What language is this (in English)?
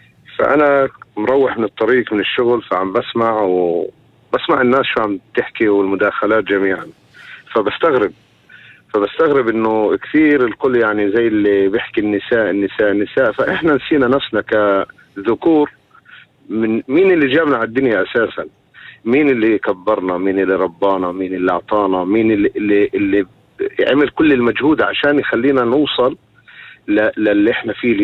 North Levantine Arabic